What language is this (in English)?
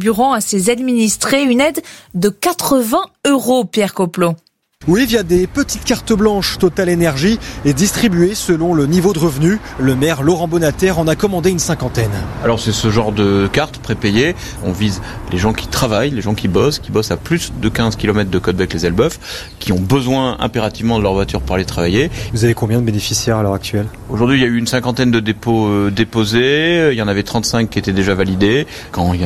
French